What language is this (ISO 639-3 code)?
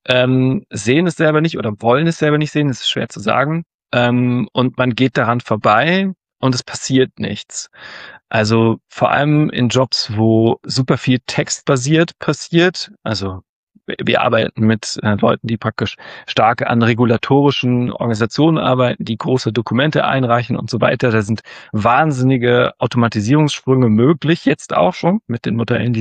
deu